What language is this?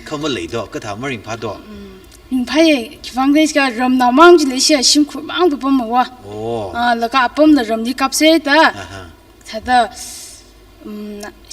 Tangkhul Naga (India)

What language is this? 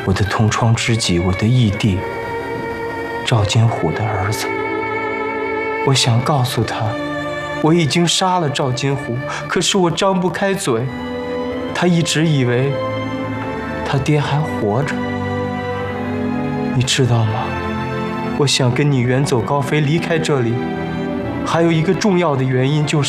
Chinese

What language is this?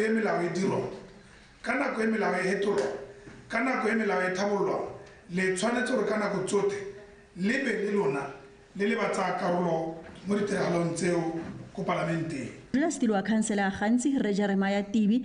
Tswana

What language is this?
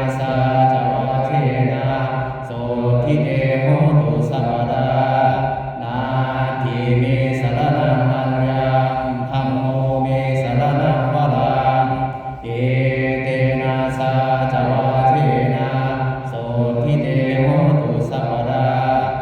Pali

